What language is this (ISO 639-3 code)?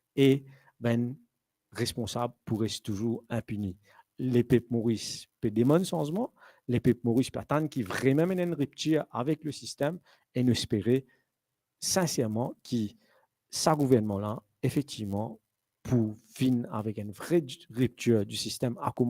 mfe